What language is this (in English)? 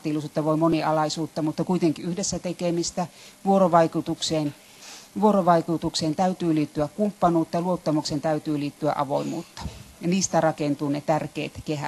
Finnish